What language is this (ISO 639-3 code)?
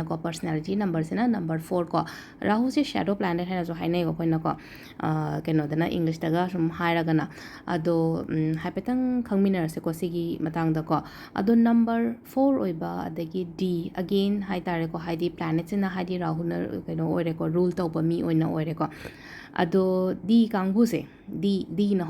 mni